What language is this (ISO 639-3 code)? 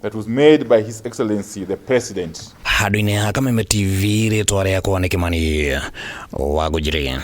kik